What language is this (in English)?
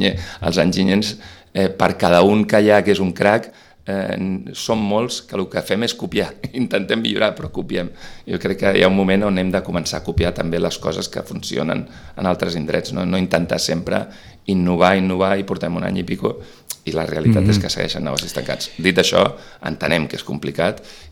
Catalan